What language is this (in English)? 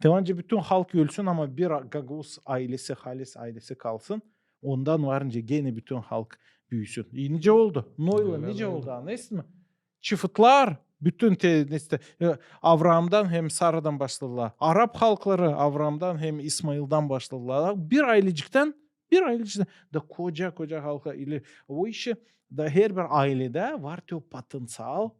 Gagauz